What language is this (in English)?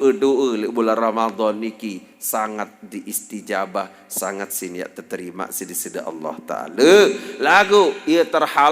Sasak